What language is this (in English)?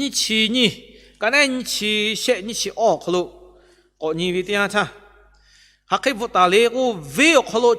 Lahu